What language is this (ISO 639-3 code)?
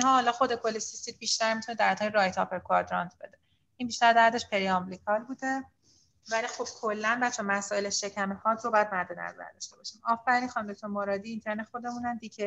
fas